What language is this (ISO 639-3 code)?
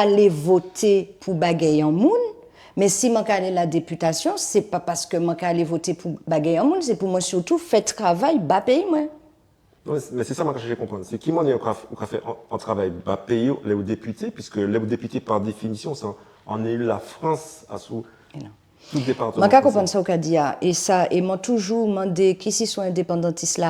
gcf